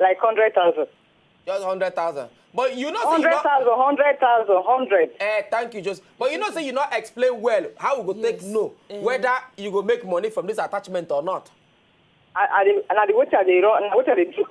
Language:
Nigerian Pidgin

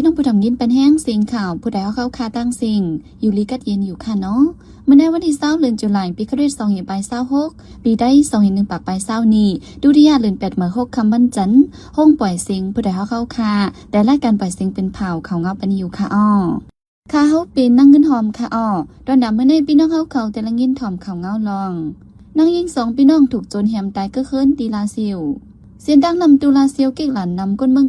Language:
Shan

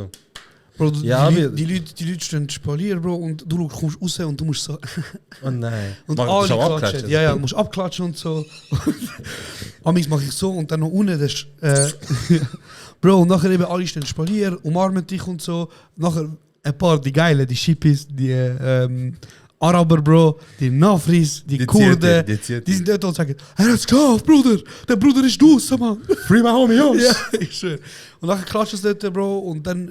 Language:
Swiss German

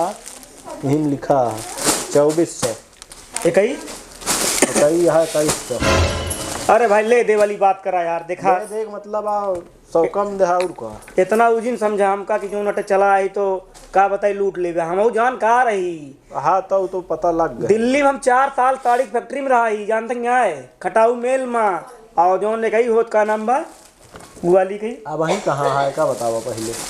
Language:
Awadhi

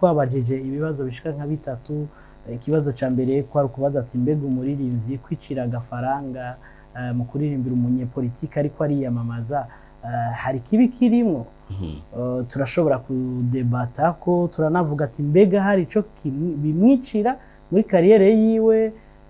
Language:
Rundi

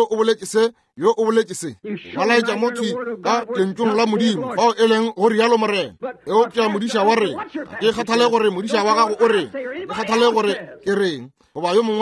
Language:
Northern Sotho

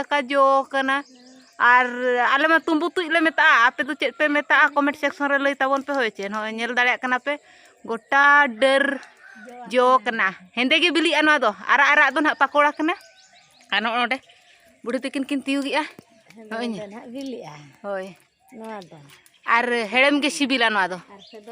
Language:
Santali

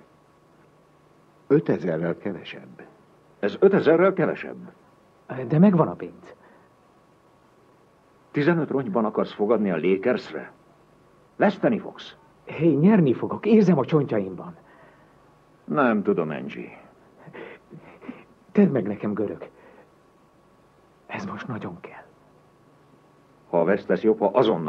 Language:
Hungarian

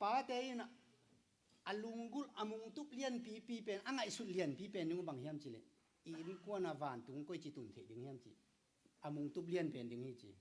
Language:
Tedim Chin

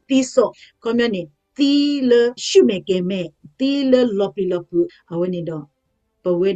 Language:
S'gaw Karen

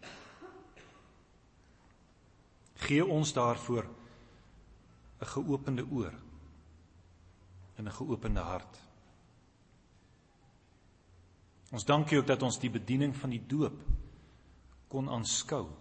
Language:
Afrikaans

